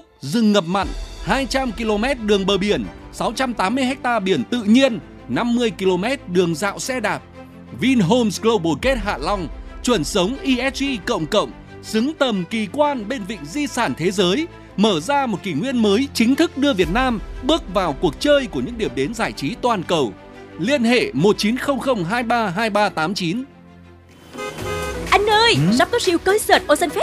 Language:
Vietnamese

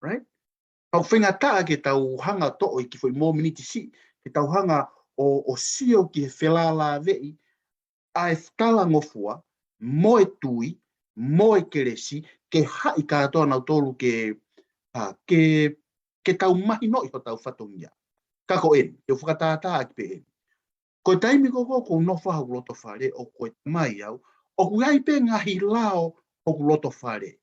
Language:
Tongan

